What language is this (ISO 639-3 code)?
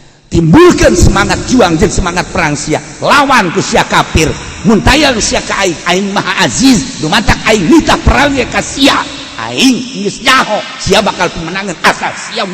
sun